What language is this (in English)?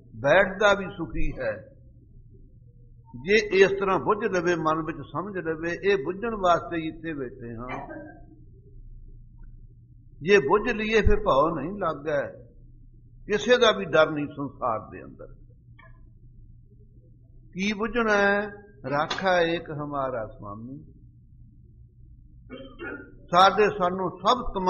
Punjabi